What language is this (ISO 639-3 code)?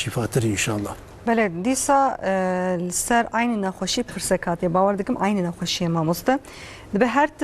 kur